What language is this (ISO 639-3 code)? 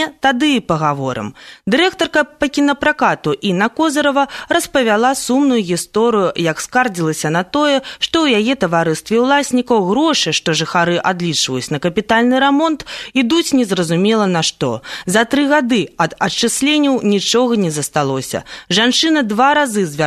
bel